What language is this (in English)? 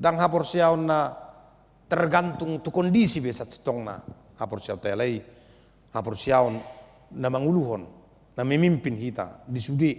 Batak Toba